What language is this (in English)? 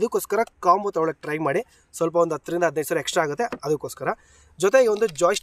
Kannada